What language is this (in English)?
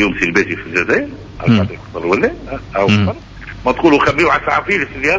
Tunisian Arabic